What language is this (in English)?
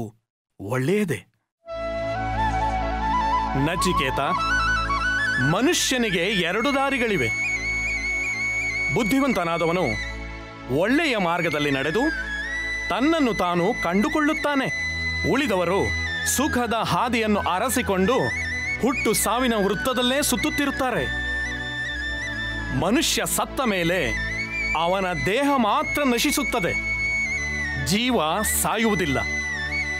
Kannada